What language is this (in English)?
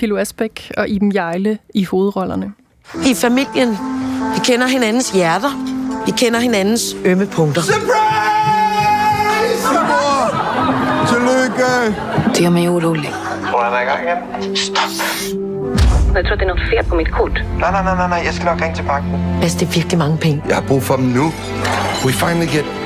Danish